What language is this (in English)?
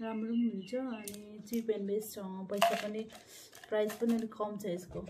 Nepali